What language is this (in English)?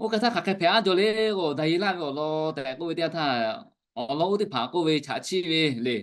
Lahu